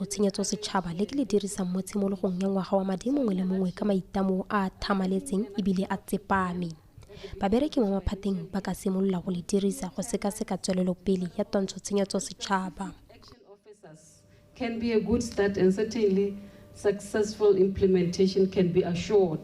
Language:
Tswana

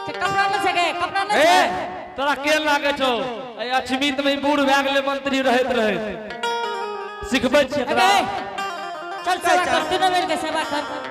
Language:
Angika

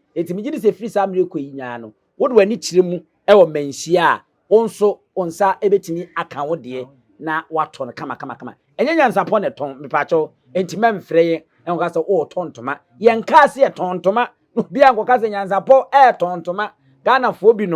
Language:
Akan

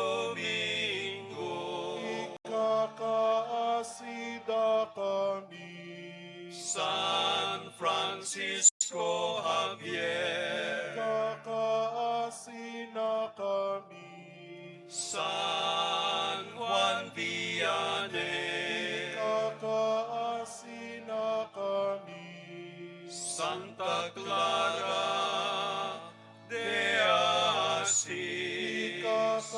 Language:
Iloko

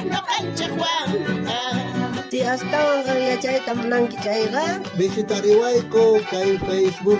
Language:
South Bolivian Quechua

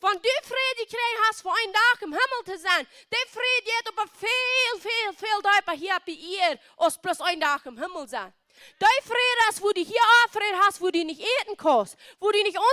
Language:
Plautdietsch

